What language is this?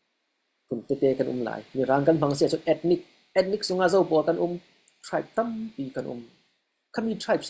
Falam Chin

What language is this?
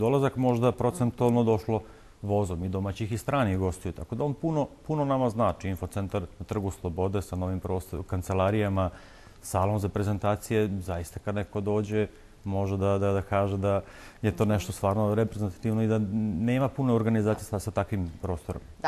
Serbian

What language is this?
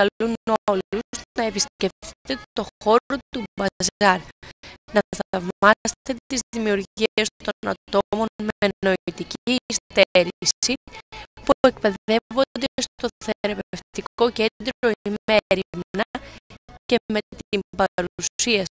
Greek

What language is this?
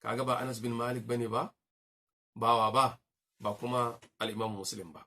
Hausa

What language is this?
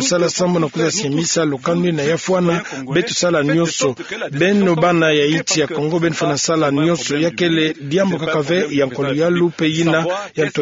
Kituba (Democratic Republic of Congo)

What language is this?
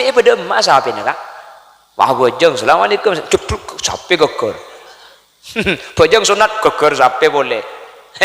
Madurese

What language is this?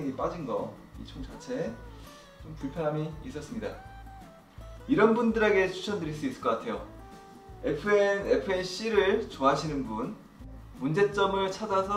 Korean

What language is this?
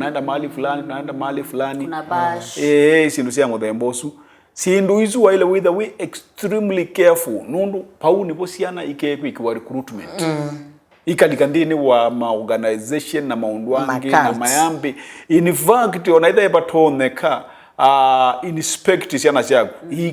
Kamba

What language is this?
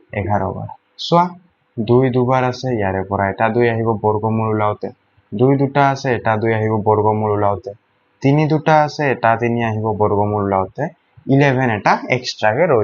Assamese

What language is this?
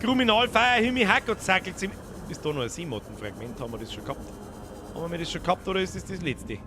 Bavarian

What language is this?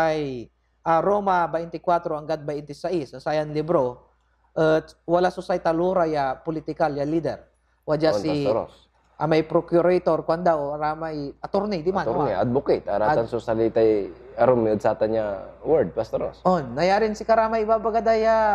Pangasinan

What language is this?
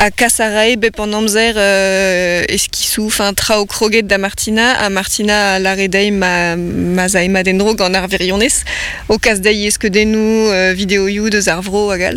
Breton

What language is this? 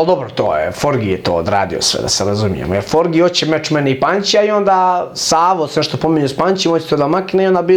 Bosnian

